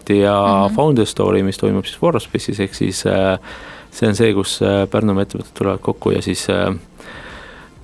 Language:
Estonian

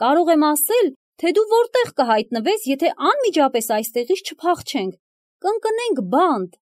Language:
Armenian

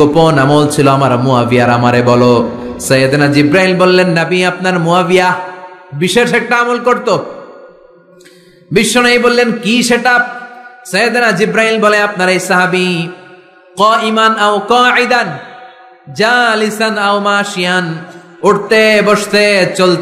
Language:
Bangla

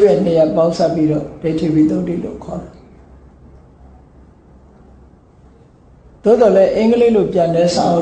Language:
Burmese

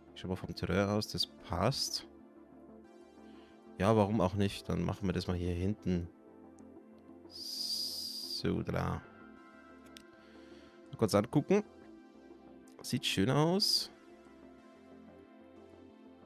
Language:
German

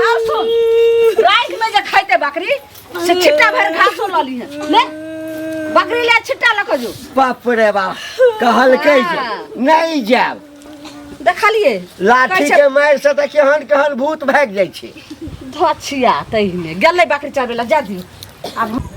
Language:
Maithili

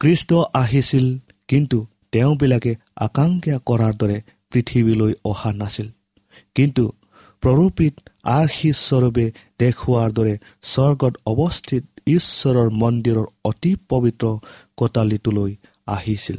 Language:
Assamese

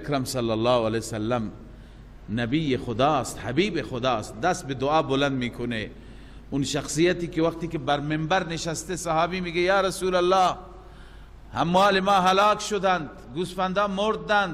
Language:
Persian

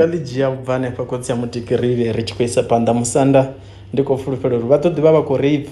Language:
Venda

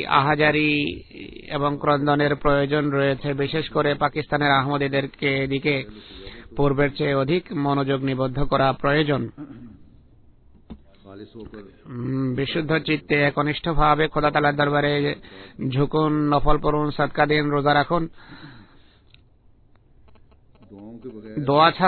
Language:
Bangla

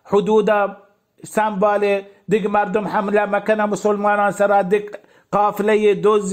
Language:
Baluchi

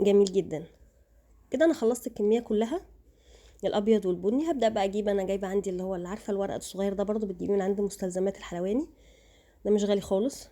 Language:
Egyptian Arabic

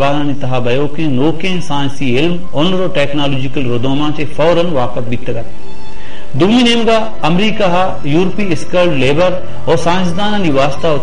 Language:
Baluchi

